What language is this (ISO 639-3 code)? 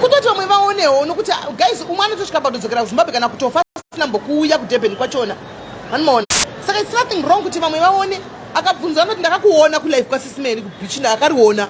sna